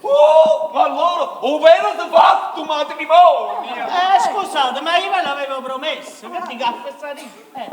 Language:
Neapolitan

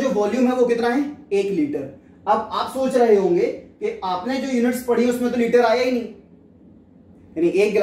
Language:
Hindi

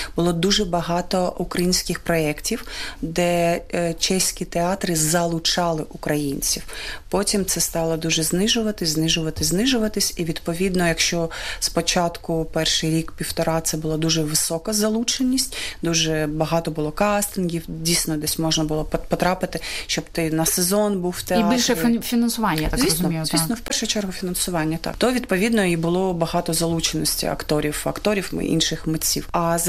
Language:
Ukrainian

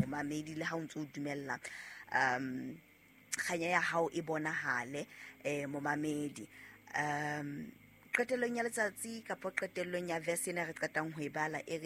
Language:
Southern Sotho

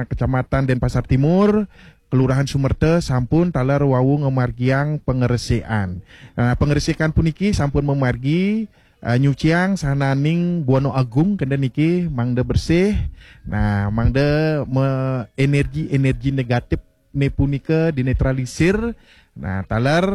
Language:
Balinese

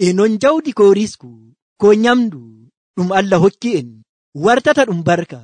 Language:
Nigerian Fulfulde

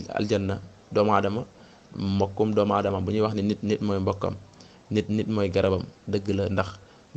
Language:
Wolof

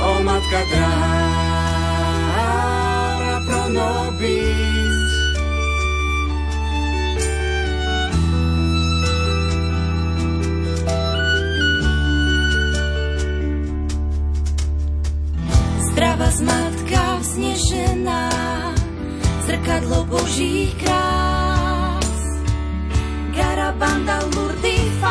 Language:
Slovak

